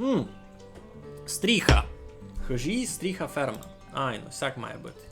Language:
Rusyn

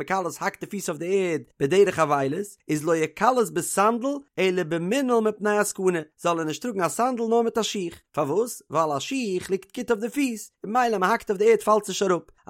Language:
Yiddish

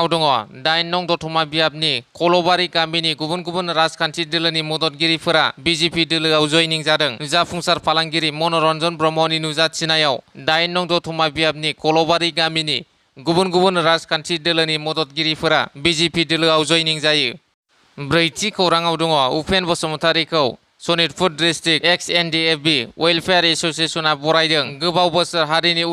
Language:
Bodo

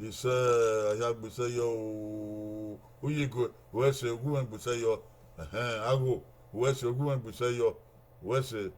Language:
Bini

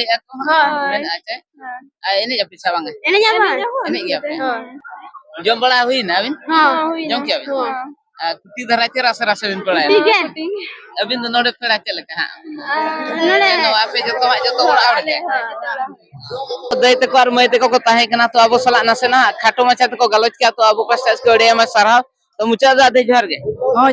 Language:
Santali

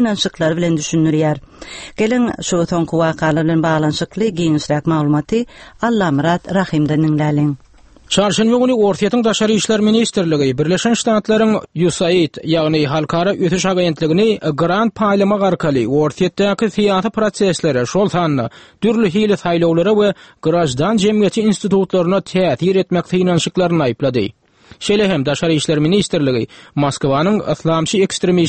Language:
Turkmen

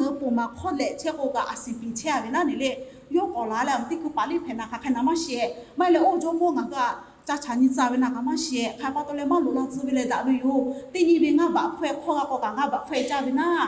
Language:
Lahu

